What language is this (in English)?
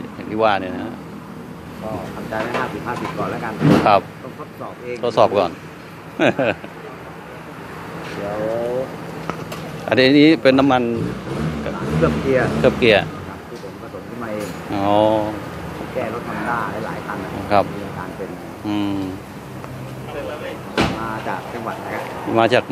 Thai